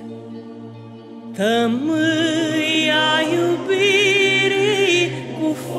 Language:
Romanian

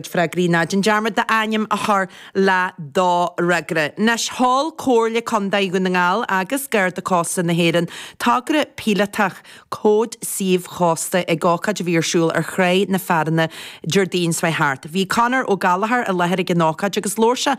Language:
Irish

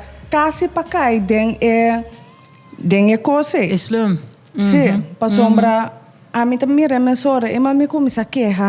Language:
Papiamento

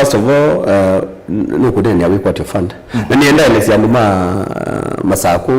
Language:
Kamba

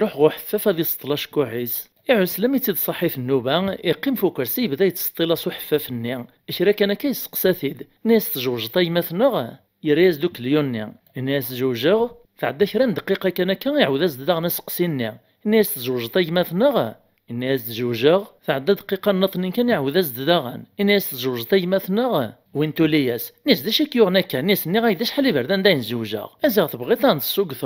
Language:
Kabyle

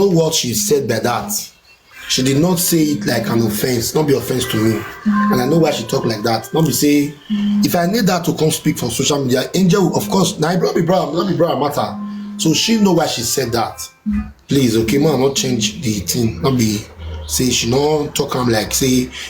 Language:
Nigerian Pidgin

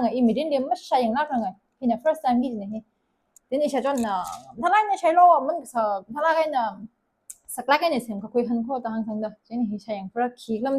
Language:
Tangkhul Naga (India)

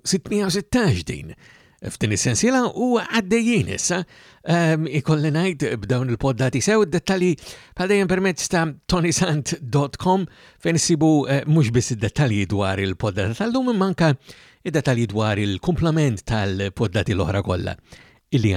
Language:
Maltese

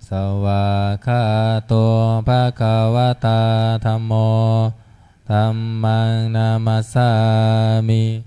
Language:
Pali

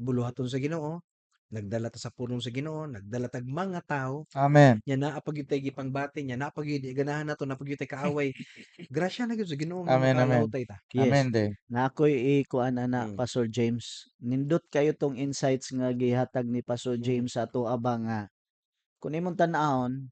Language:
Cebuano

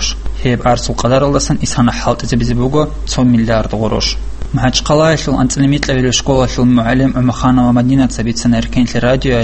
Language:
Avaric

